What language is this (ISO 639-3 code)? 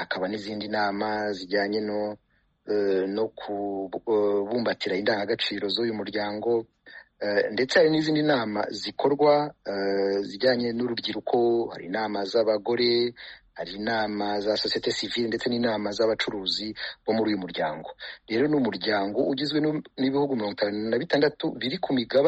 kin